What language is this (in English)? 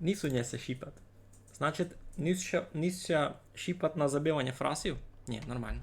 Rusyn